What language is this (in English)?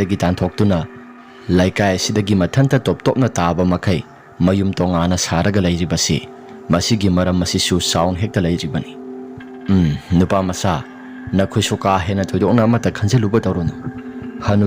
Manipuri